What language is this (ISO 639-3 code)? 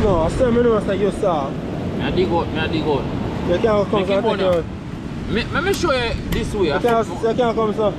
jam